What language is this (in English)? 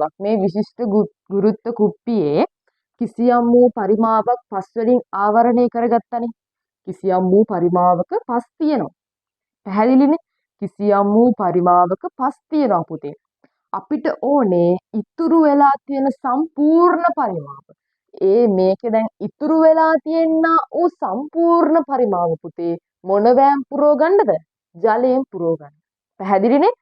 Sinhala